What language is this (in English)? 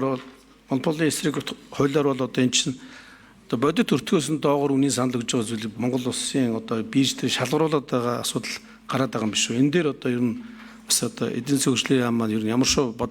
Mongolian